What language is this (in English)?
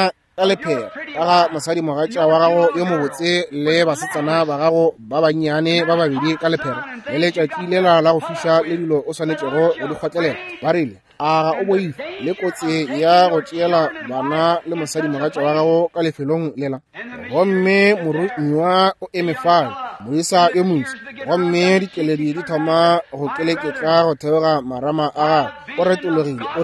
Northern Sotho